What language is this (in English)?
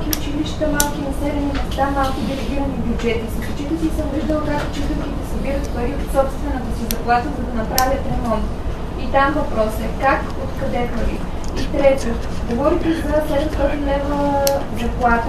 Bulgarian